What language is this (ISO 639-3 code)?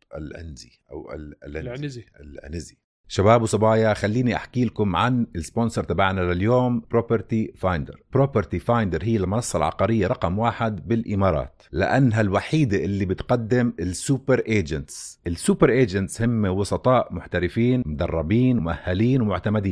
apc